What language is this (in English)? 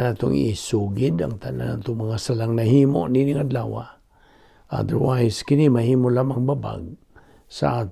Cebuano